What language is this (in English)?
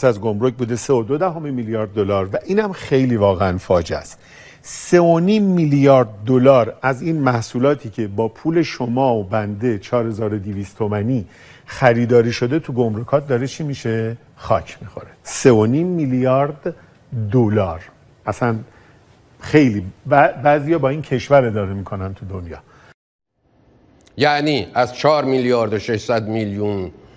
Persian